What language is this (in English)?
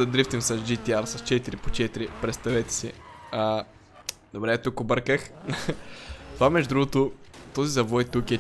Bulgarian